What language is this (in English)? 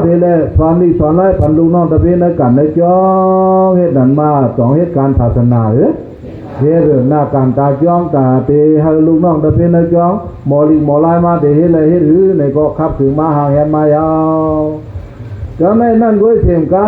Shan